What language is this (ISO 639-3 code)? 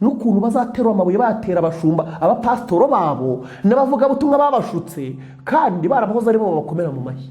kin